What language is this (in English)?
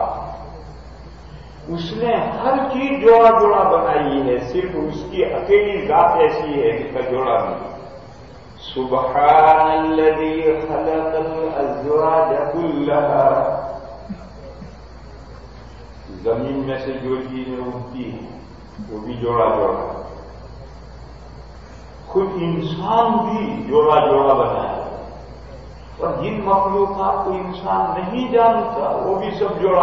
Urdu